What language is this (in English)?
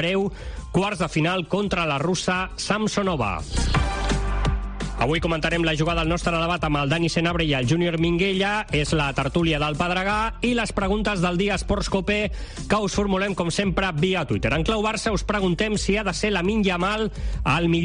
Catalan